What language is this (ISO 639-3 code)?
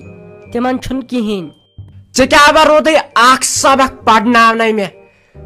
kas